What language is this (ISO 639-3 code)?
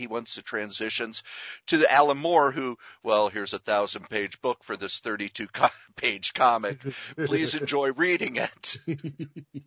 eng